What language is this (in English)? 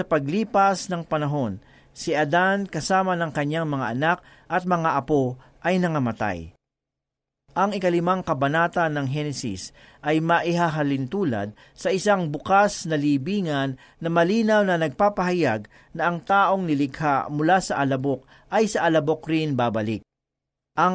Filipino